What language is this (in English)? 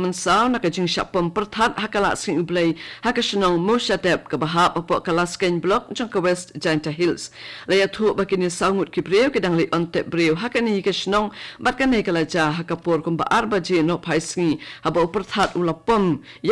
Khasi